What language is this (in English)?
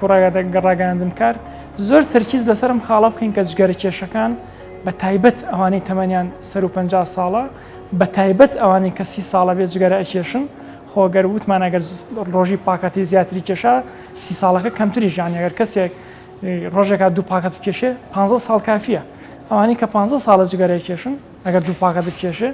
Central Kurdish